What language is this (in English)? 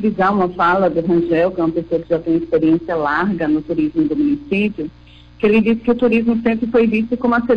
Portuguese